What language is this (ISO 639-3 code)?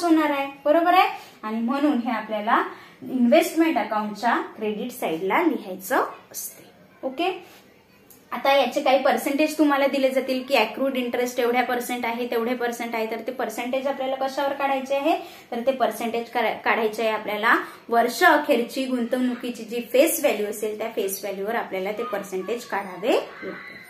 mar